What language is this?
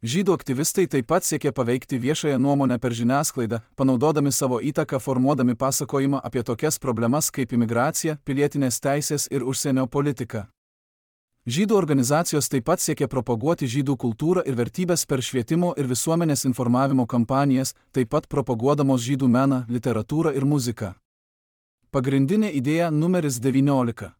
Lithuanian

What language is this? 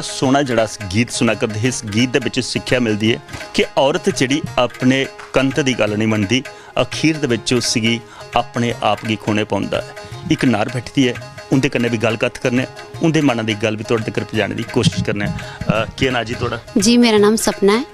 Dogri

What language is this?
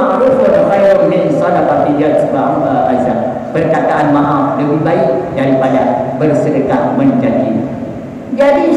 Achinese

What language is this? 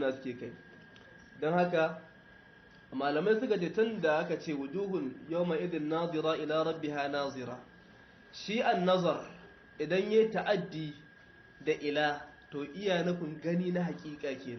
Hausa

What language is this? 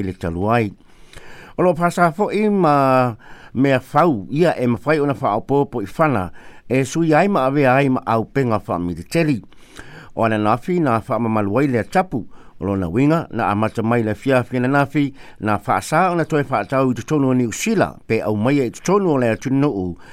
Samoan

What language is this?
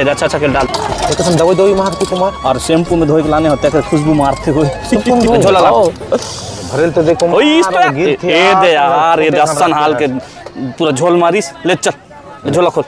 Chhattisgarhi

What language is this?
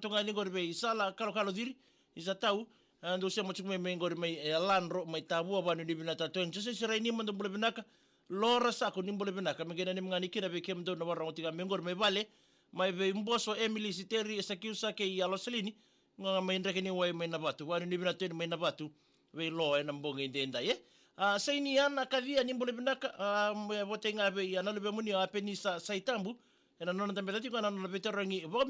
Fijian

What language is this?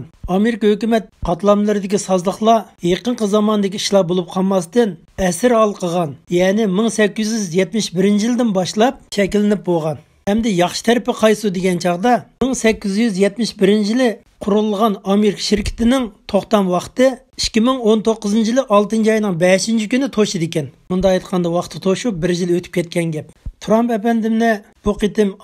Uyghur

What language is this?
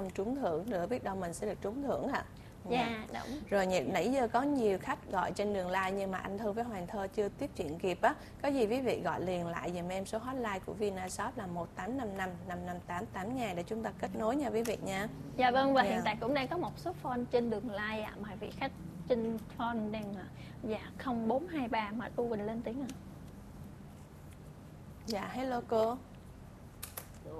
Vietnamese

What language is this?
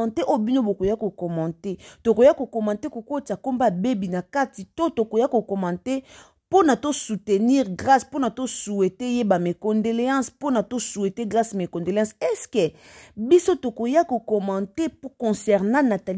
Lingala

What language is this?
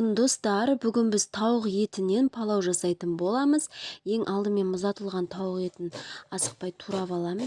Kazakh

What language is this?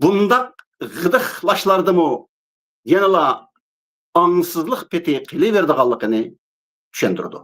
Uyghur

